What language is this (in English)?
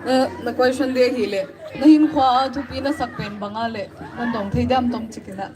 Paite Chin